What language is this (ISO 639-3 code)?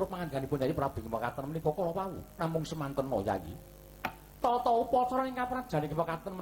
jav